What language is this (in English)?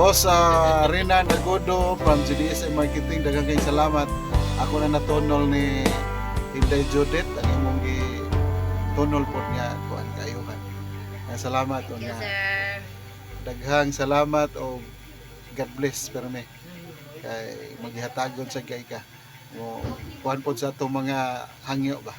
Cebuano